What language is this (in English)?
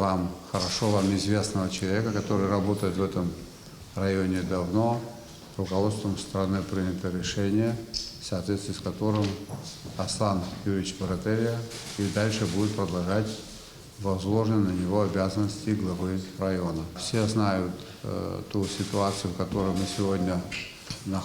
Abkhazian